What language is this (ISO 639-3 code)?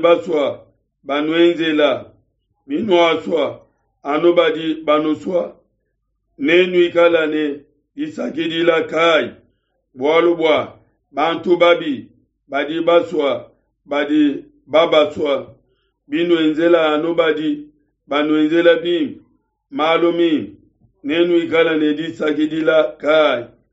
lua